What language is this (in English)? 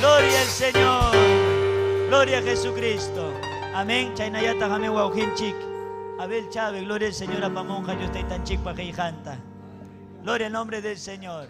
Ayacucho Quechua